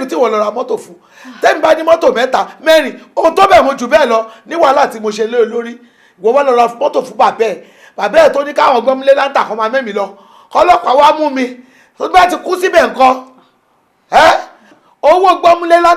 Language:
Yoruba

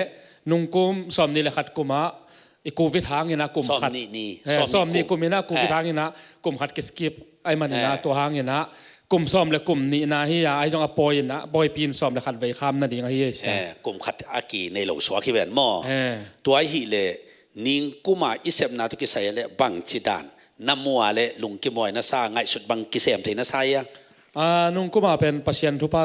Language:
Tedim Chin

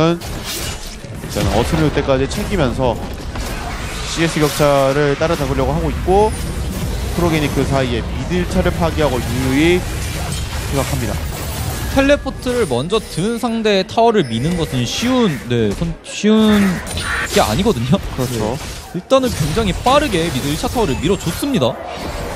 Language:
Korean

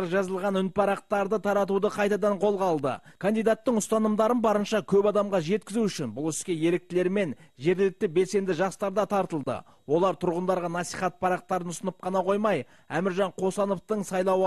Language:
Kazakh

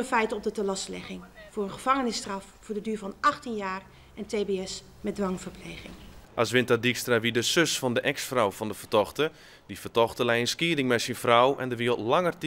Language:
Western Frisian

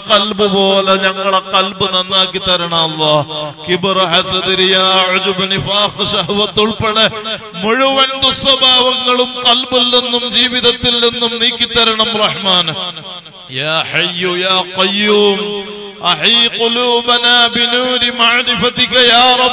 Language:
Malayalam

